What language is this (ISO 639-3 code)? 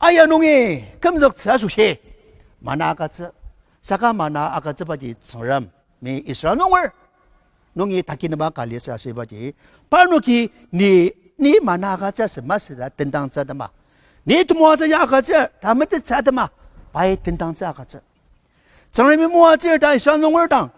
njo